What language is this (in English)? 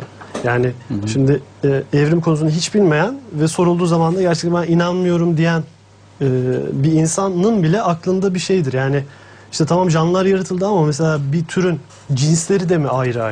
Turkish